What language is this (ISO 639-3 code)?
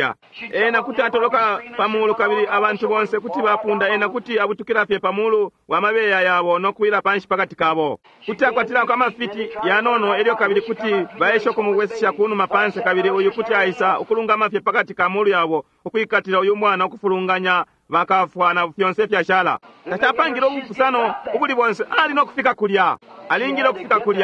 bem